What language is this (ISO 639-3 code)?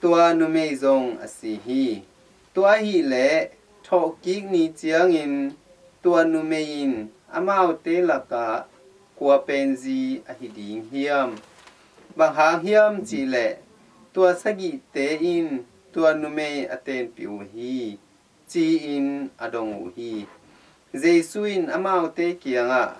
ctd